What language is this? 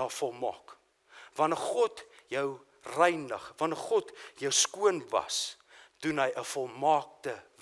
Afrikaans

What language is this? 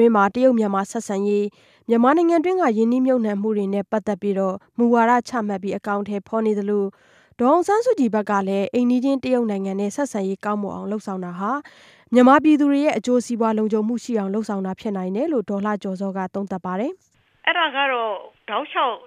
Burmese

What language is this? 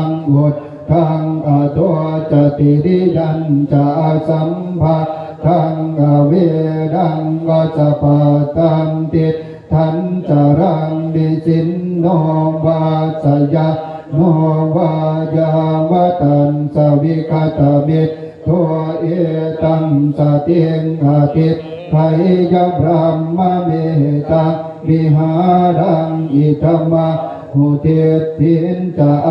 Pali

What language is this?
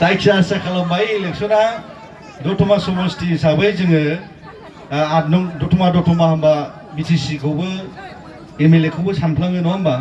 Bodo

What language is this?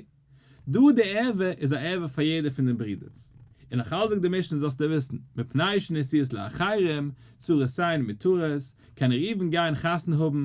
Yiddish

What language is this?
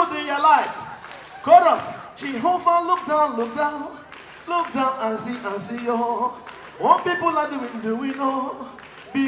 Nigerian Pidgin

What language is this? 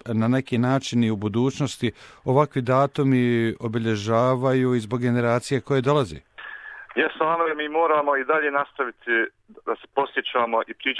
Bosnian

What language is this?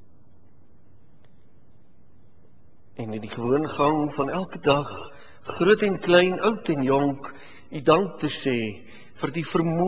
Afrikaans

